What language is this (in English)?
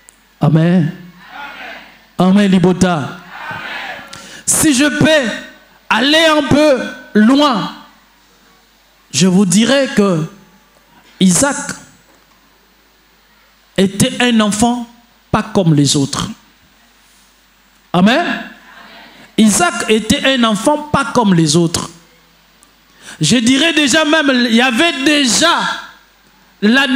French